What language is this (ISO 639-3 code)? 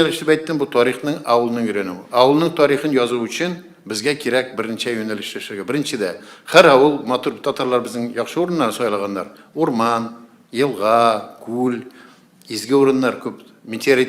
tat